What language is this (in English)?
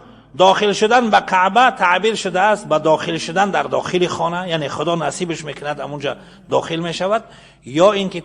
Tajik